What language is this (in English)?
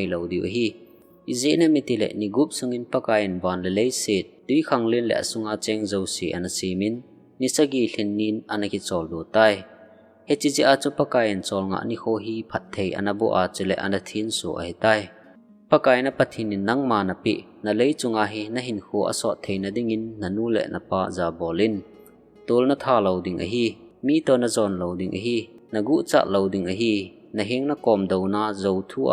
Thado Chin